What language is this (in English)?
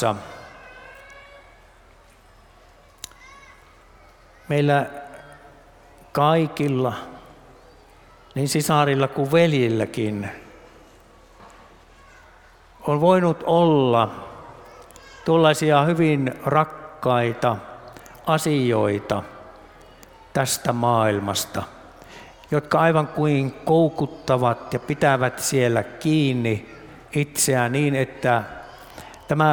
Finnish